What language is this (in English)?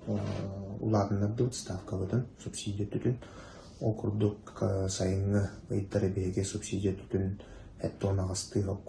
Yakut